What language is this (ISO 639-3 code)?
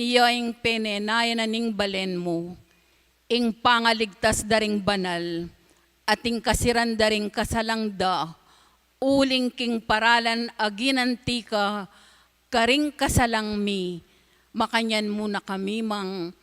pam